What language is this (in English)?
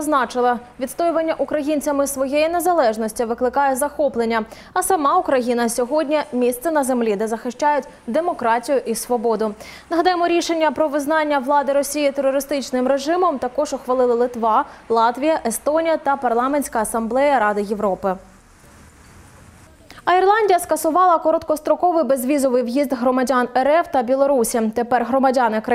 Ukrainian